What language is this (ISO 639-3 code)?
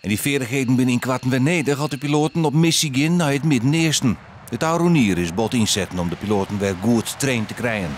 fry